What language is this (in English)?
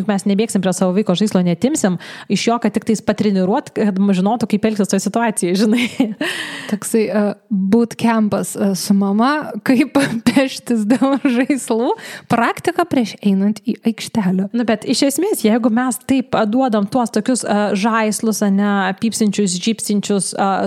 Lithuanian